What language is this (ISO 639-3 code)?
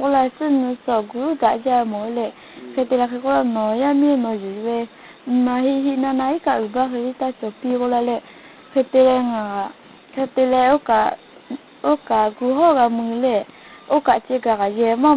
lhu